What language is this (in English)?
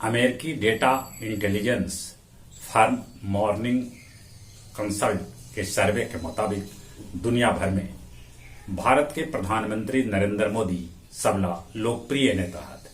Magahi